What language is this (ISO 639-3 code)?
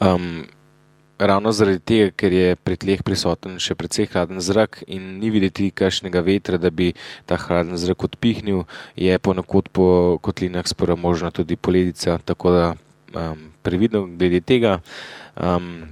slv